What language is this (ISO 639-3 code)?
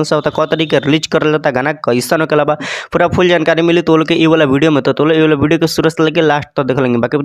bho